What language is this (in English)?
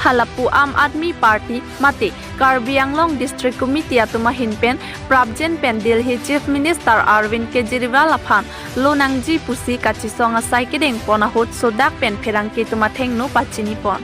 Karbi